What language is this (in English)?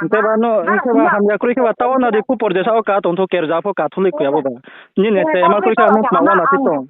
Riang (India)